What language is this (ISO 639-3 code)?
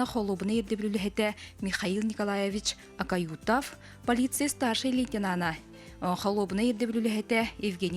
sah